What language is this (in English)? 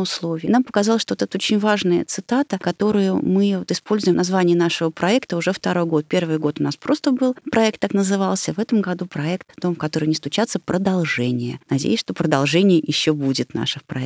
Russian